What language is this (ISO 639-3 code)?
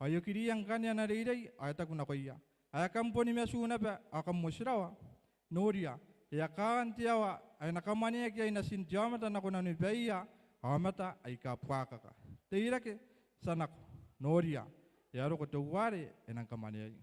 gil